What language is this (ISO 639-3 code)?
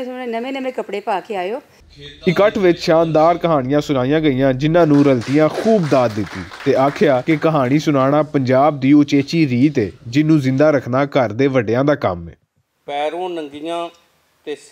lah